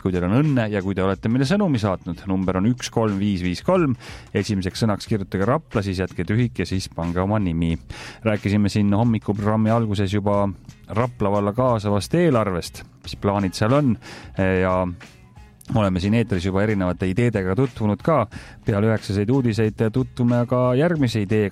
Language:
Estonian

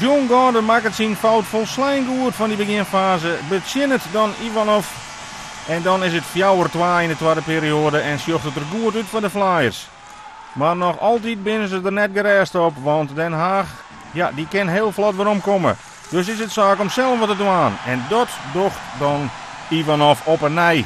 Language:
Western Frisian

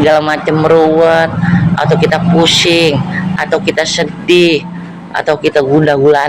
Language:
Betawi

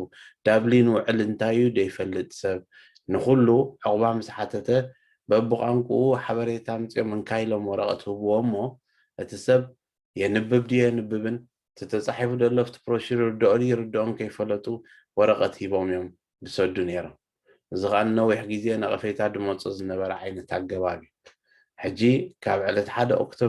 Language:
Tigrinya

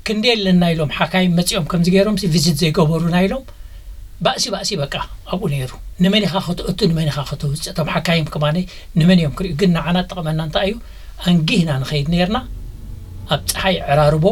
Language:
Tigrinya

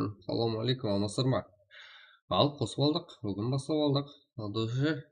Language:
Kara-Kalpak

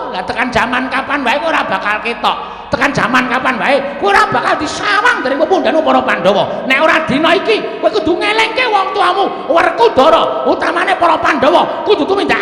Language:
Javanese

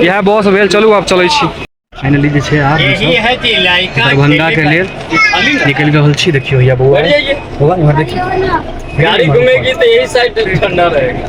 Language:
Maithili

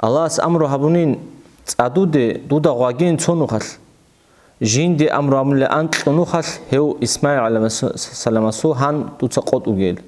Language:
Avaric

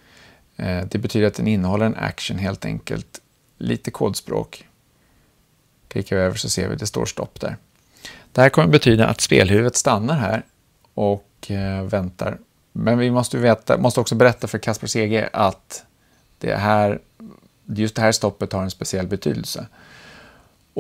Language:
Swedish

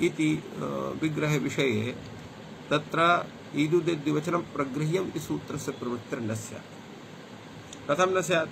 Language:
Sanskrit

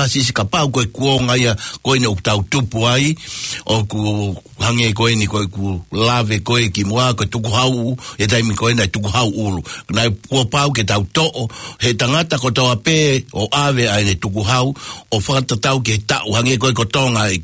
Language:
Tongan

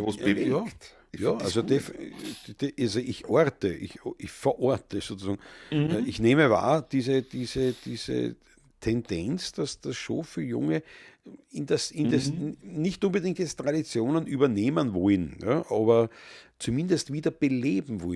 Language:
Bavarian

